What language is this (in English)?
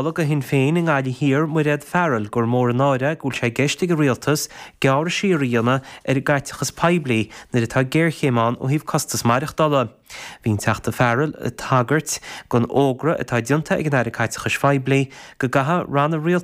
Irish